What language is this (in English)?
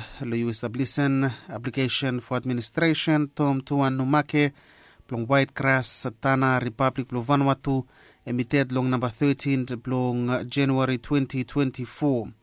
Bislama